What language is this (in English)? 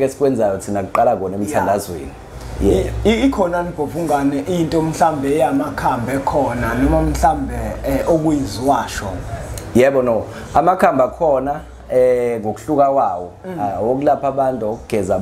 Zulu